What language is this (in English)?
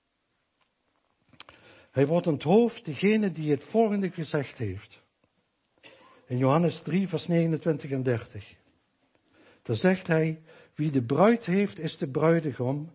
Dutch